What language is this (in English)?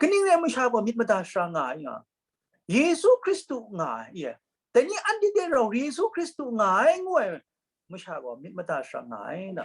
Kachin